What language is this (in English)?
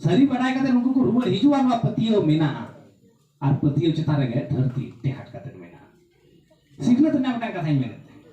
Santali